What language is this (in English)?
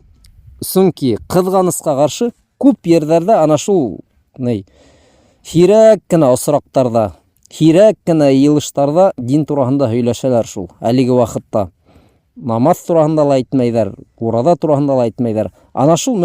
Bashkir